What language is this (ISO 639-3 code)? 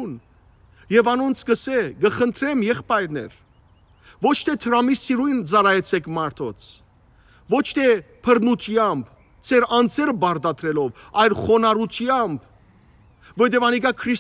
hyw